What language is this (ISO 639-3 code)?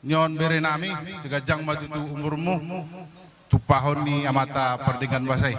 bbc